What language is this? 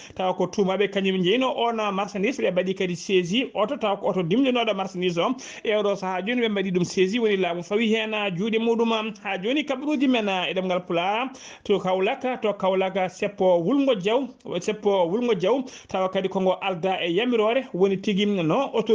Fula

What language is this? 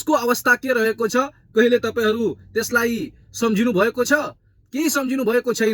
Nepali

